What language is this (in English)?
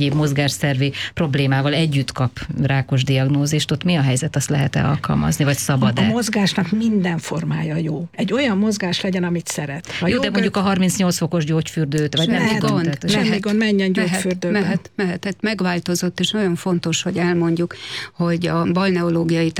Hungarian